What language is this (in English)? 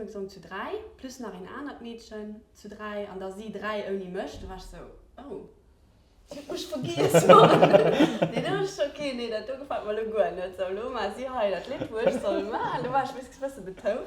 Luxembourgish